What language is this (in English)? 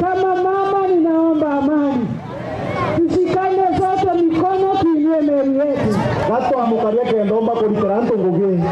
Meru